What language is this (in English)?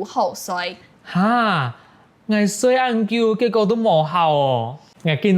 Hakka Chinese